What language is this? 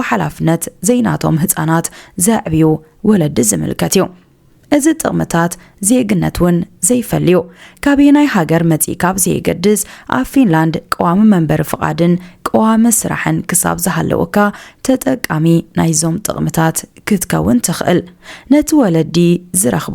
Tigrinya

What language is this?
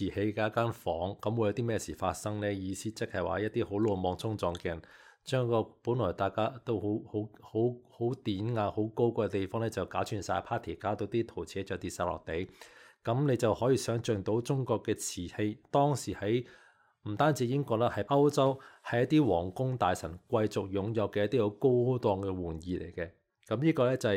Cantonese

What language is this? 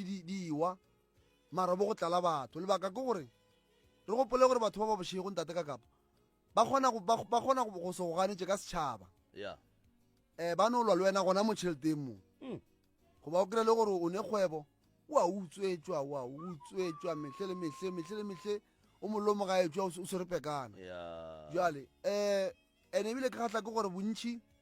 Northern Sotho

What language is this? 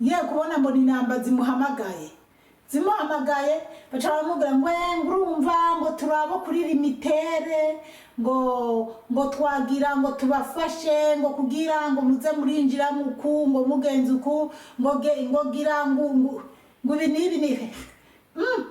Rundi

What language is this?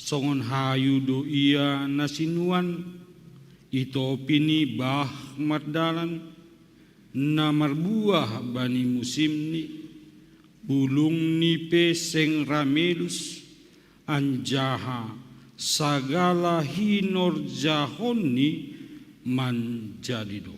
Batak Simalungun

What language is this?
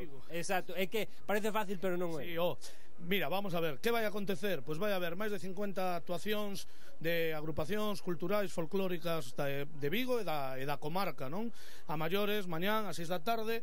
Galician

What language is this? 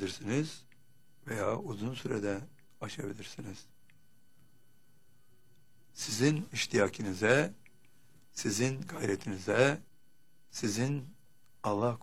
Turkish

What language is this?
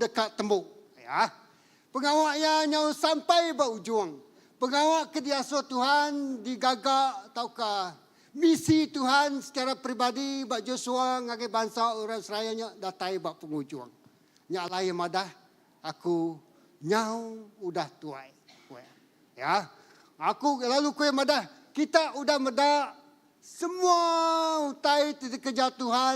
Iban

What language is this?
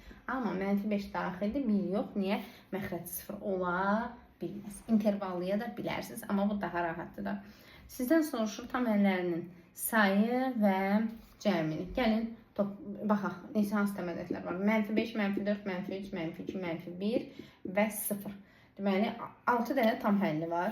Azerbaijani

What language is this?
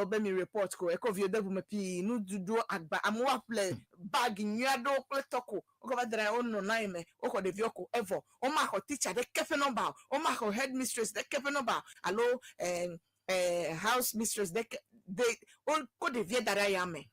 Ewe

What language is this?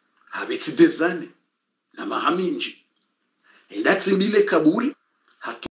Swahili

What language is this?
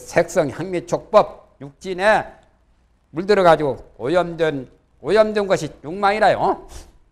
Korean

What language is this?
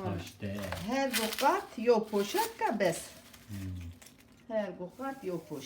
Zaza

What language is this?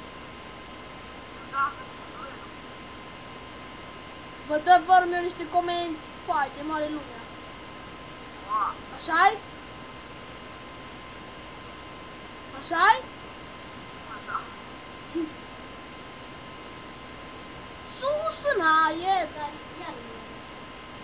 Romanian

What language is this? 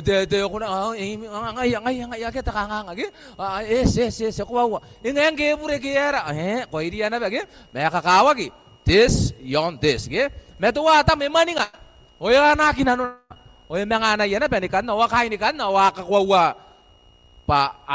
Gilbertese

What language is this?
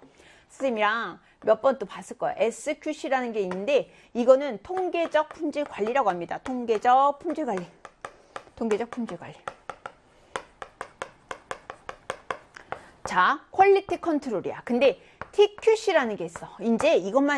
Korean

